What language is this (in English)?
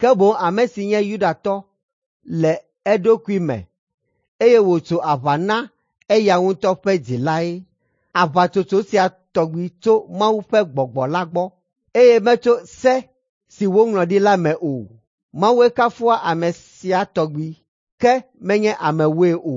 Ewe